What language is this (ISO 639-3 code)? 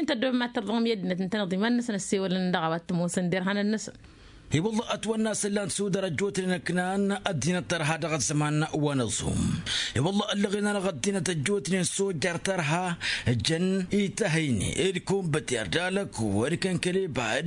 taq